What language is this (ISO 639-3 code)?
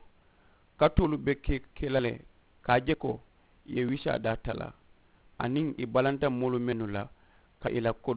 man